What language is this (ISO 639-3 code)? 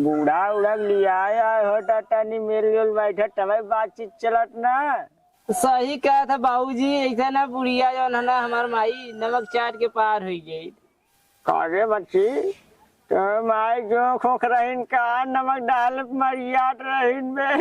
awa